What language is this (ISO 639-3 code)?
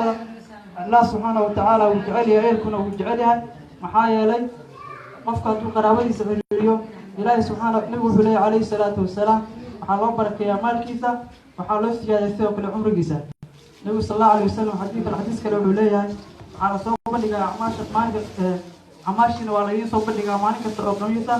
som